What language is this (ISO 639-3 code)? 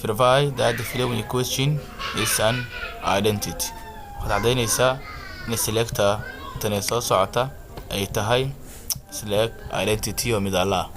som